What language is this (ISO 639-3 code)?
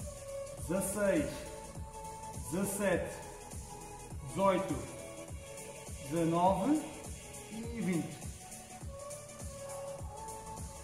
por